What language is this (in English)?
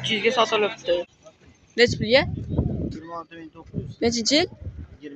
Uzbek